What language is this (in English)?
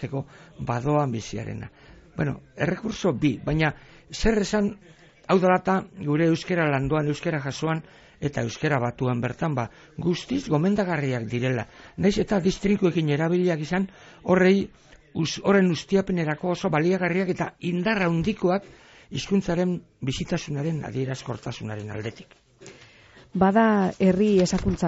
Basque